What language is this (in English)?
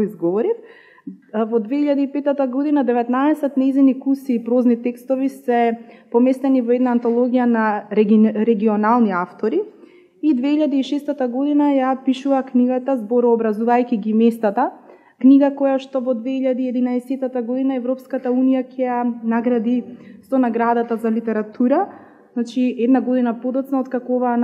Macedonian